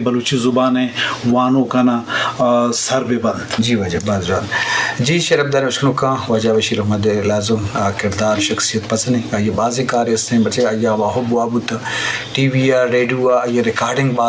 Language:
Eastern Balochi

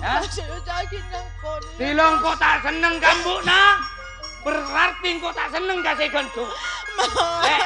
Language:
Madurese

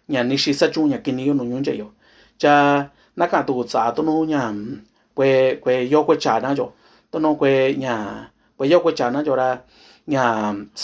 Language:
Mixtepec Mixtec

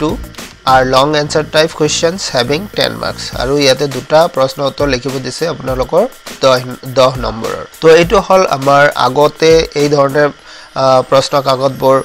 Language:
Assamese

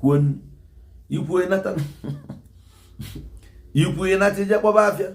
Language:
Igbo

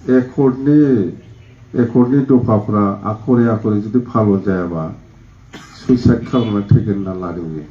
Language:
Bodo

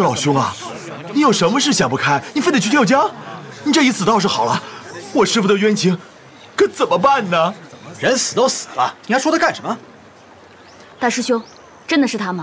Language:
Chinese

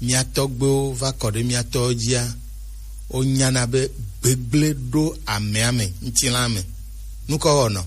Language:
Gen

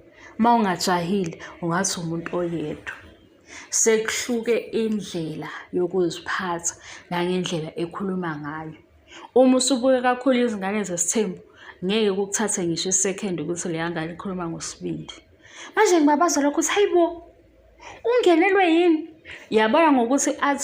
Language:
Zulu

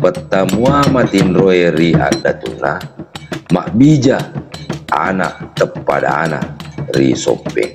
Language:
Buginese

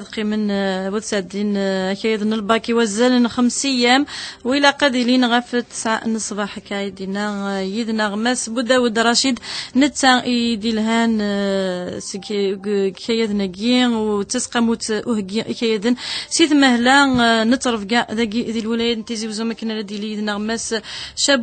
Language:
Kabyle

